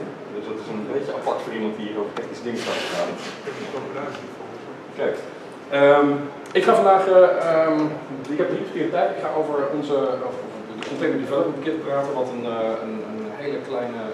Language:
Dutch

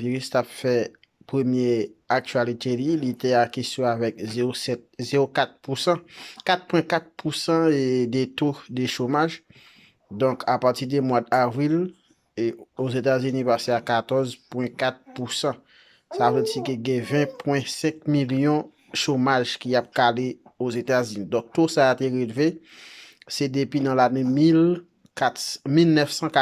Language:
Haitian Creole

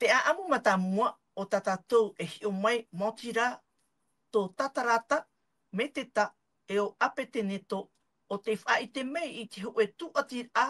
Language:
Tahitian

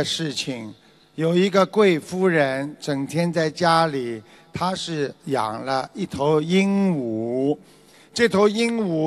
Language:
Chinese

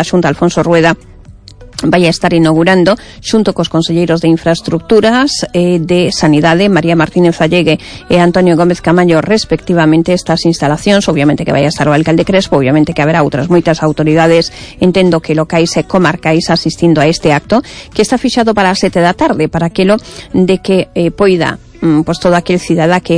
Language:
Galician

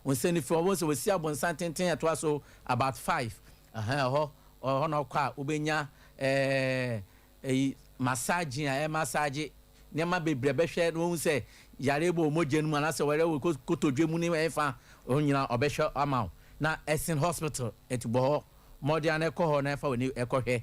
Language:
Akan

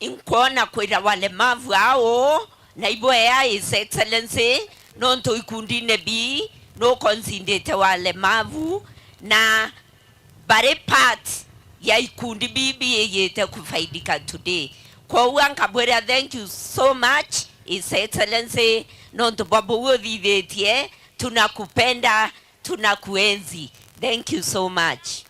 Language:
Meru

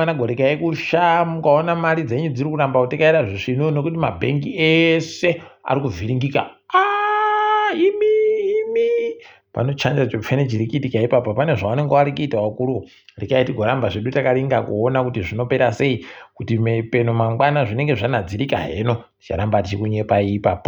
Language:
Ndau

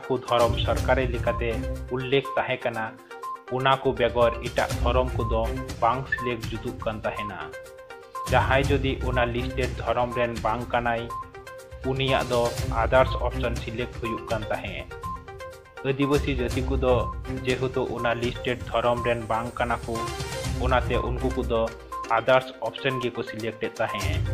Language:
Santali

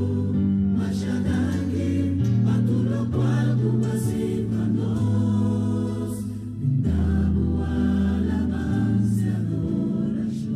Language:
Papiamento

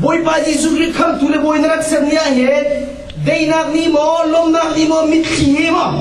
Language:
Hakha Chin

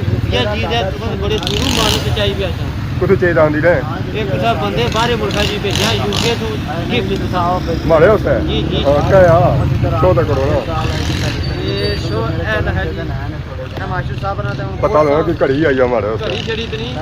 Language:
Pahari-Potwari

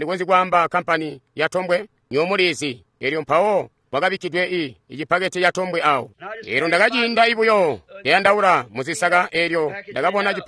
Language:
Tonga (Zambia)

